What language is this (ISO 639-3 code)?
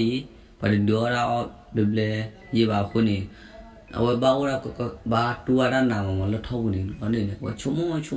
ksw